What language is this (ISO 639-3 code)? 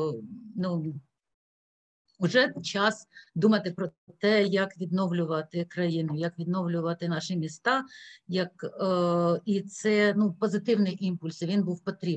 ukr